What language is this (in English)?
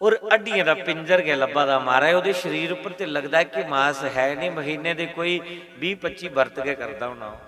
Dogri